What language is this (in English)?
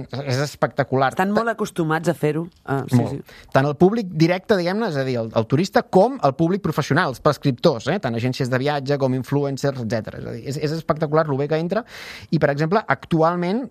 Catalan